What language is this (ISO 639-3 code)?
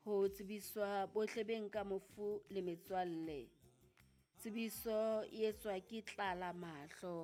sot